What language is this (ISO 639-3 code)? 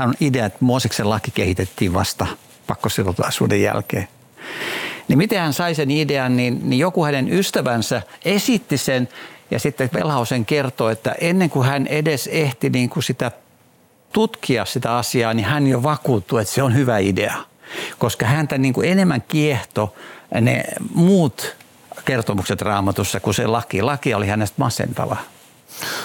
fin